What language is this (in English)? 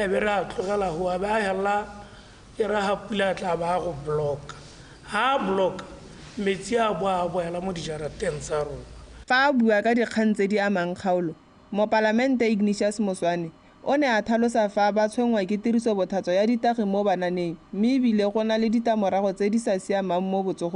Tswana